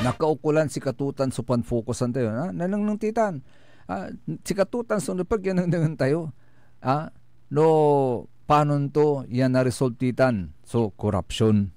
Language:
Pangasinan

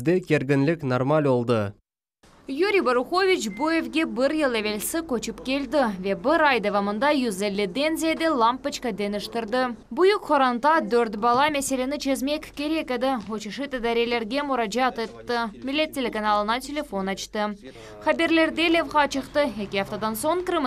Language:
Crimean Tatar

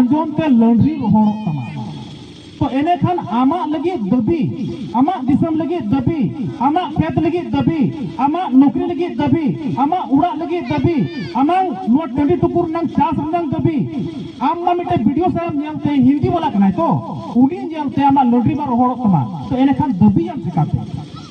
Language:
Santali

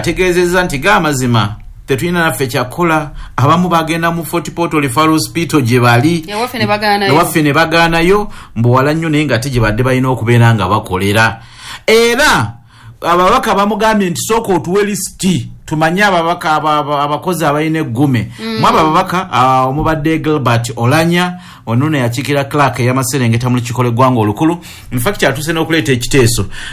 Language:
Ganda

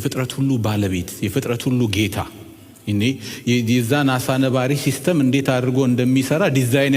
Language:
Amharic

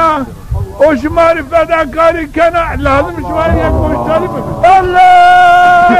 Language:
Zaza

